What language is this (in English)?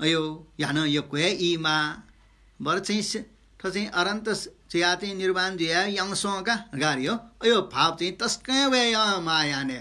Newari